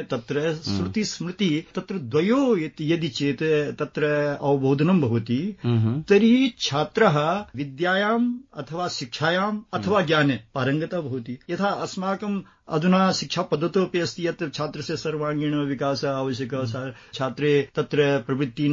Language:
Sanskrit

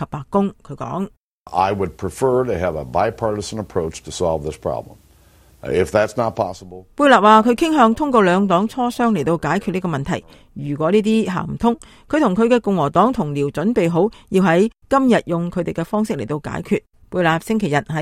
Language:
Cantonese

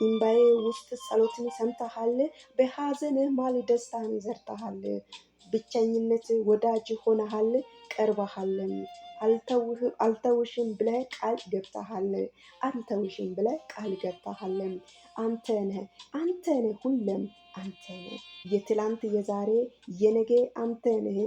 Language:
Amharic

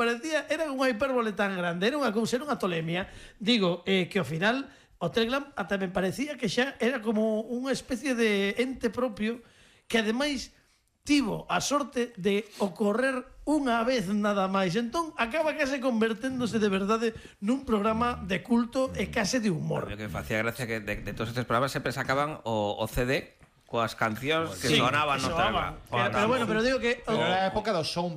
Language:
Galician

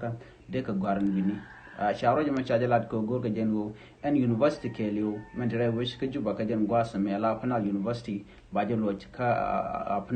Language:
Nuer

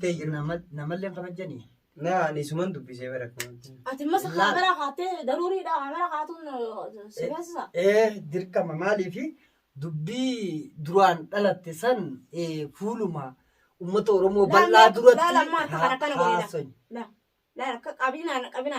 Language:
Oromo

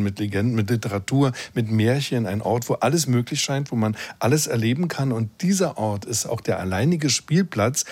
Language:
German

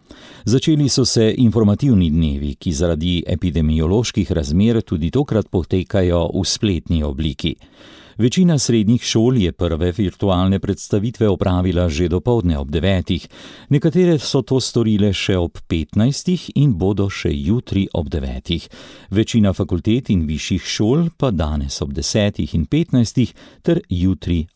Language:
Slovenian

